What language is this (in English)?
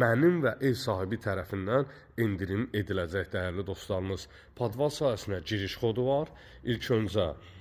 Azerbaijani